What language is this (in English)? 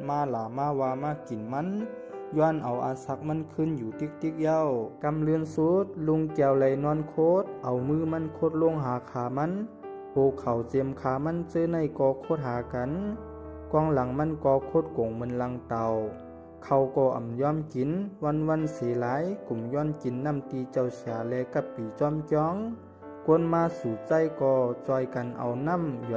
Shan